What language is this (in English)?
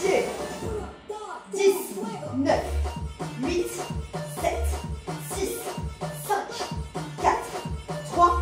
French